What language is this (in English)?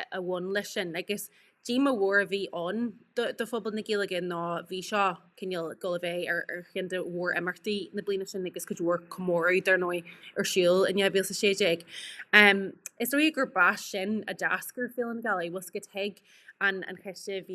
Irish